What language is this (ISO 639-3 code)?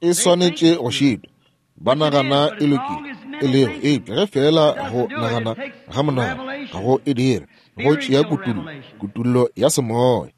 nso